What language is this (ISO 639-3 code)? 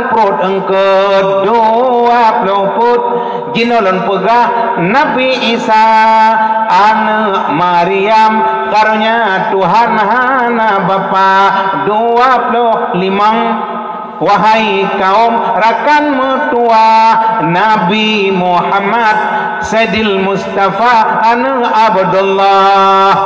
ace